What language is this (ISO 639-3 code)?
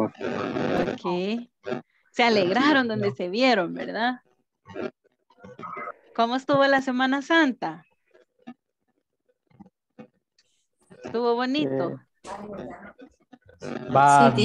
spa